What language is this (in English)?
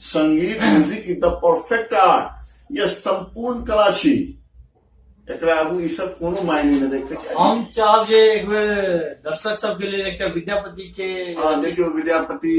Maithili